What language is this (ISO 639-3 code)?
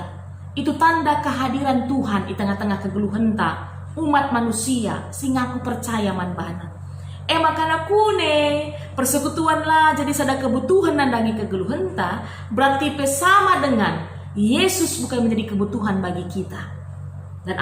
btx